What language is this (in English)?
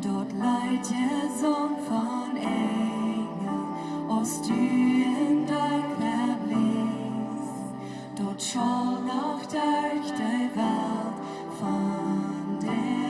Plautdietsch